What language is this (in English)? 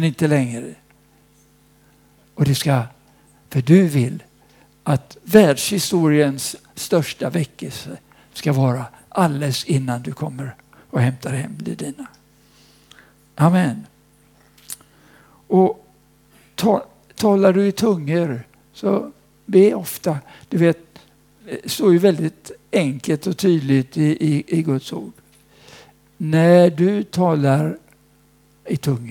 Swedish